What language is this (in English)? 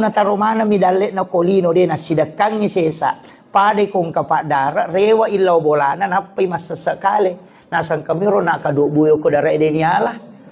Buginese